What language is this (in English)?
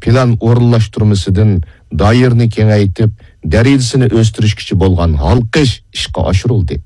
Uyghur